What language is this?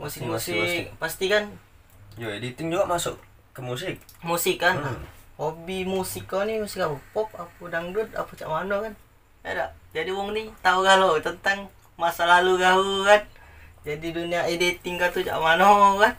Musi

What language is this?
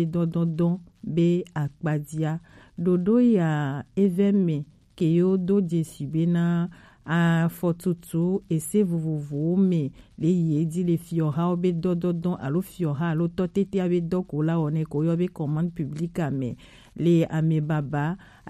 Gen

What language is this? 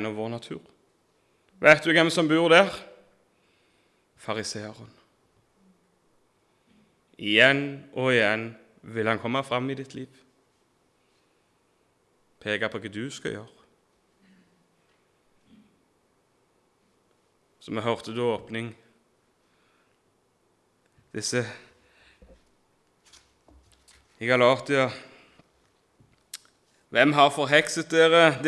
Norwegian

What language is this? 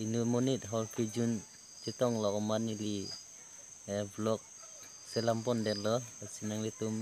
Karbi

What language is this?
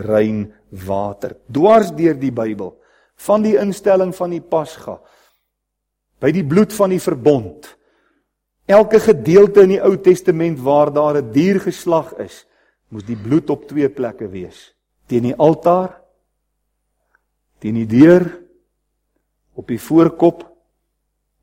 Afrikaans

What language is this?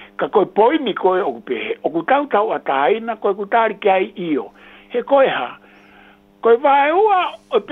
Tongan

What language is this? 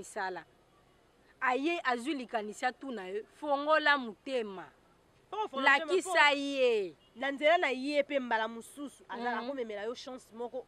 Lingala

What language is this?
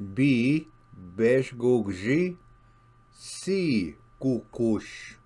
Ojibwa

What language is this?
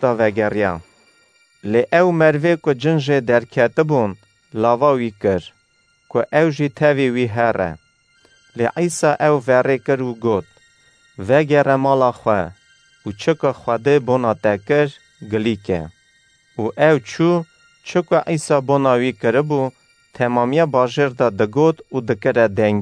Kurdish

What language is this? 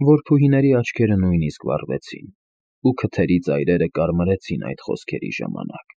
Armenian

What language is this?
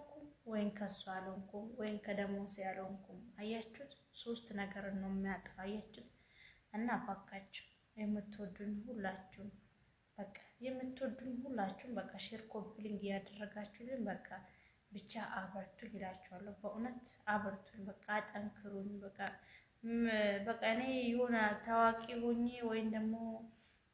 Amharic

